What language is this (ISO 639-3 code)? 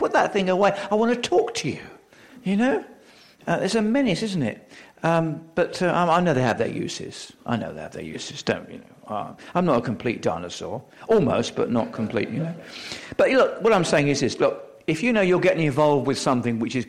eng